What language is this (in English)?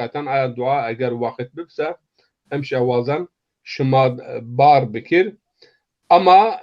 Zaza